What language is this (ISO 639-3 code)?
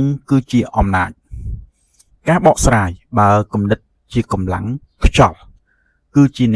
khm